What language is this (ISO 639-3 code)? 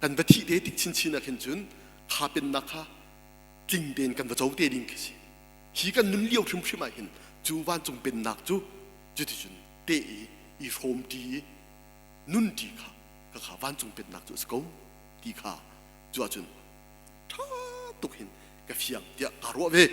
cnh